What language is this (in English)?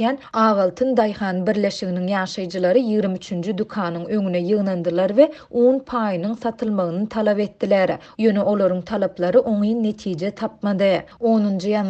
Turkmen